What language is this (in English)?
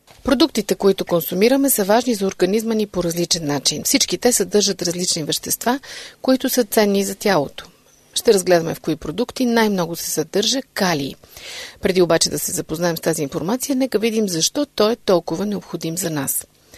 Bulgarian